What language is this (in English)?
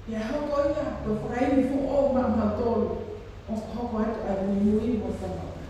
Tongan